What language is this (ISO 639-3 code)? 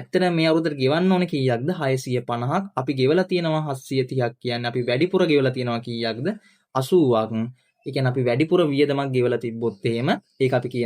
sin